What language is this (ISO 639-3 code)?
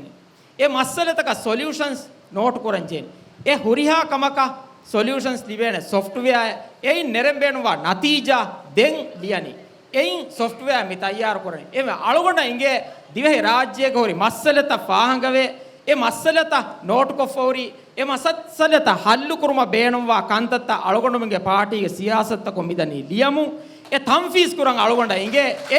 div